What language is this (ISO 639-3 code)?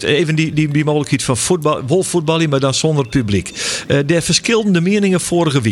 fry